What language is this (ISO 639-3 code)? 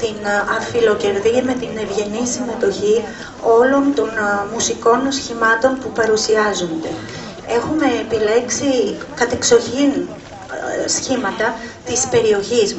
ell